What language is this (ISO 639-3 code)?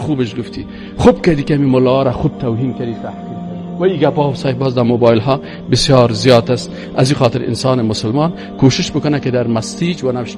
fas